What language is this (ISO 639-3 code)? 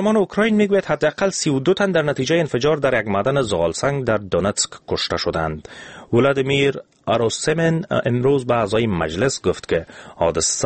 fas